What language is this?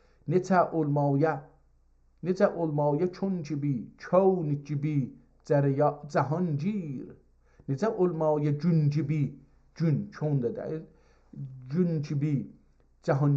South Azerbaijani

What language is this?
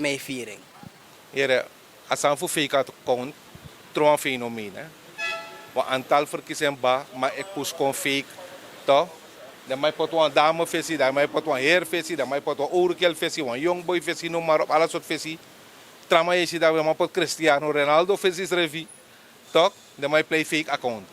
Sranan Tongo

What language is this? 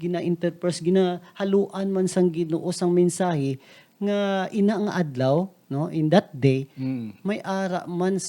Hiligaynon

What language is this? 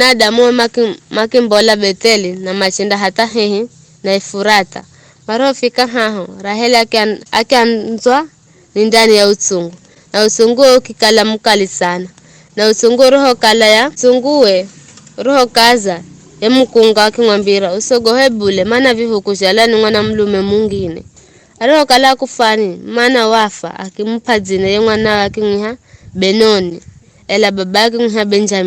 Giryama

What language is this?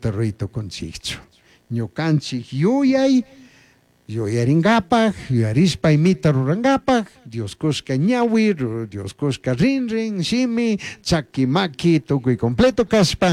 Chimborazo Highland Quichua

